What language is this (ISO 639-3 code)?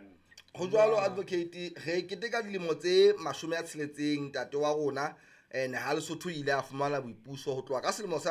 sot